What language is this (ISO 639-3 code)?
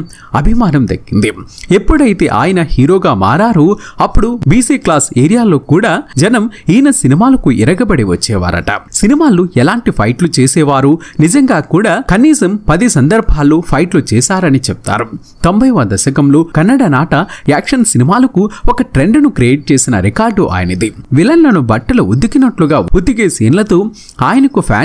tel